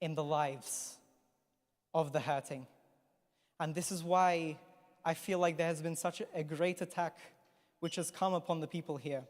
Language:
English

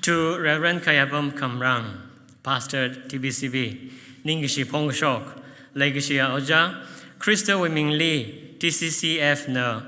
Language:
Tangkhul Naga (India)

